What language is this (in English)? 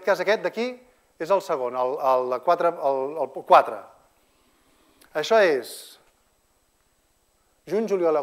Catalan